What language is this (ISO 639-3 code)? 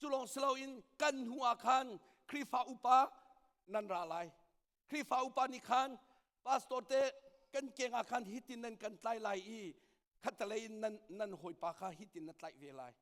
cnh